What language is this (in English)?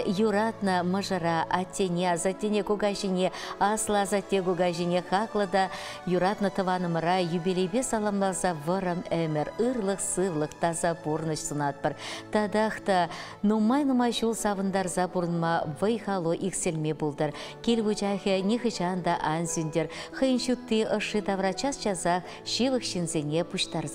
Chuvash